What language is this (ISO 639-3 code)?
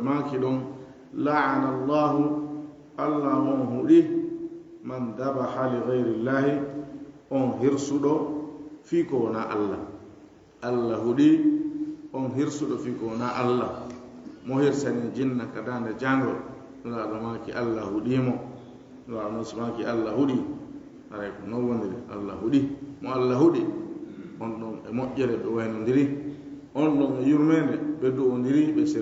ful